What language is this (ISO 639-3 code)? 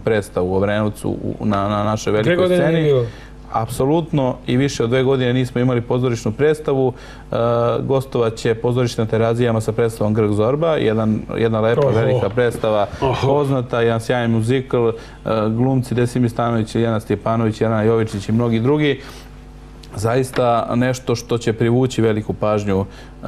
srp